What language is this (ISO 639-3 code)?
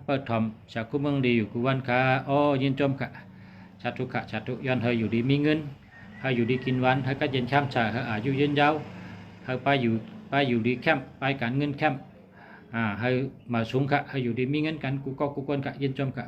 shn